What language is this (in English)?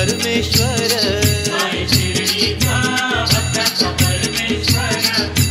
Marathi